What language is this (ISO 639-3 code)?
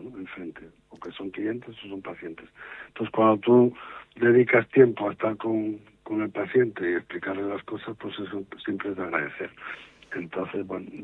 spa